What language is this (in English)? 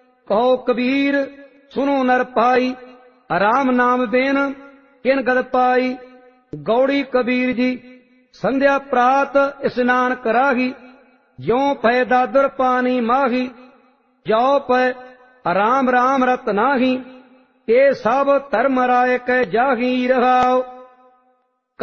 Punjabi